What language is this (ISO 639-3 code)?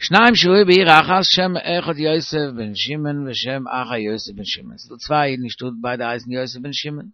yid